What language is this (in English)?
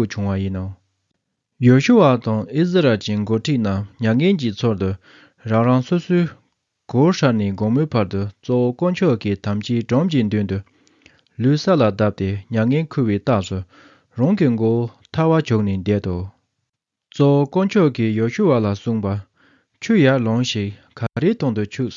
Tibetan